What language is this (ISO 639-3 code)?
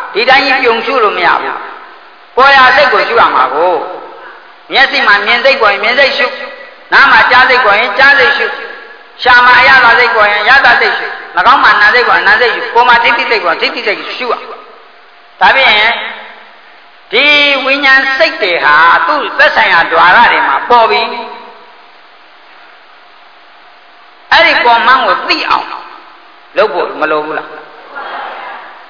mya